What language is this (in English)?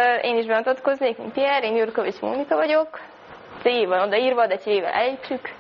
Hungarian